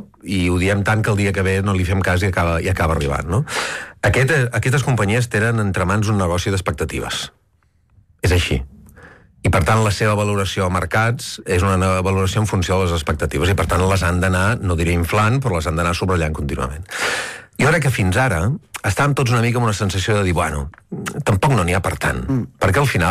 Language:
Catalan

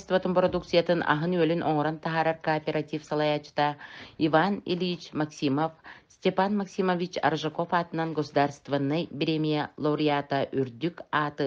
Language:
Yakut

